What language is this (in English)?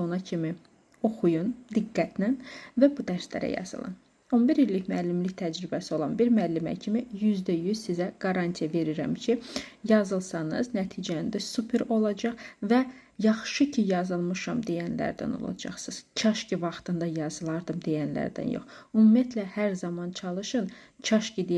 Azerbaijani